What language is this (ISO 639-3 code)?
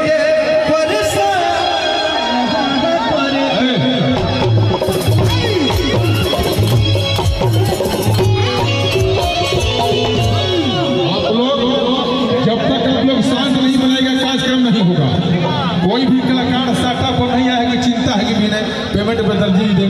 bho